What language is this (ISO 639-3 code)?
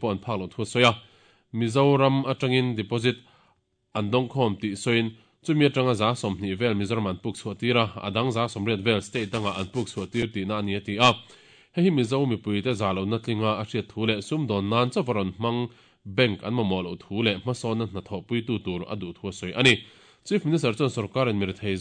lus